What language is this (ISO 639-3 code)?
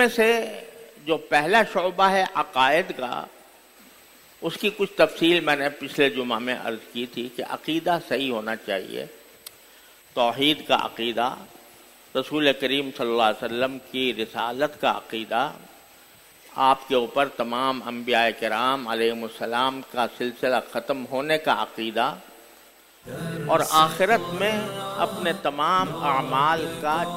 urd